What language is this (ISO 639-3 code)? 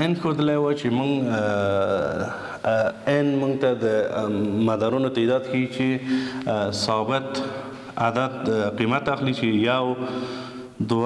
pus